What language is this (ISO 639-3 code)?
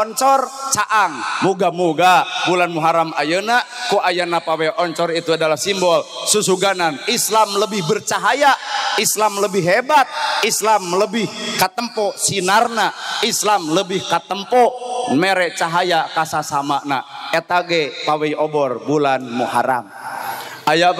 sun